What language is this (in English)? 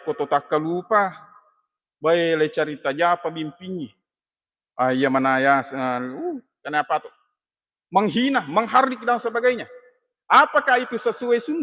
Buginese